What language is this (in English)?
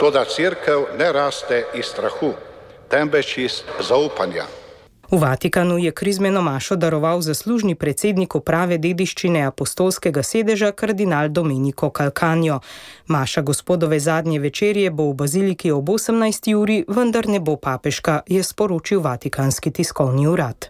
Slovenian